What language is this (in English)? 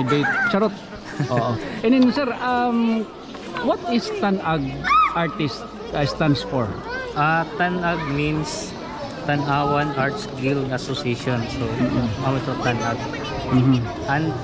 Waray